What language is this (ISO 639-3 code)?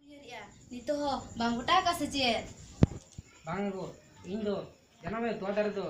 sat